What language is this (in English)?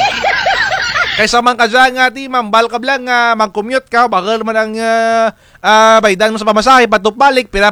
Kinaray-a